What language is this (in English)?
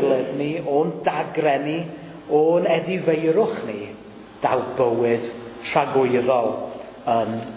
Welsh